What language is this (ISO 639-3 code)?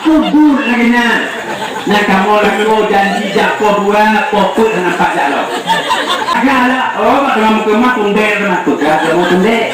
ace